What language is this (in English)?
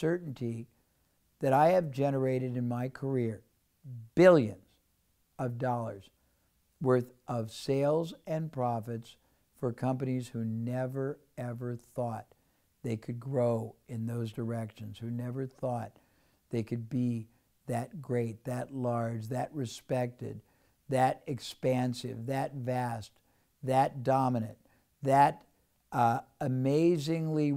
English